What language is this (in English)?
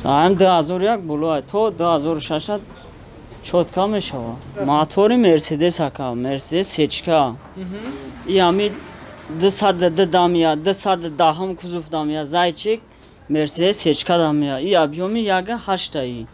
Tajik